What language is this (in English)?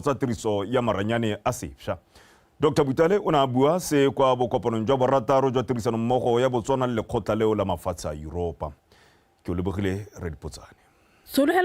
Tswana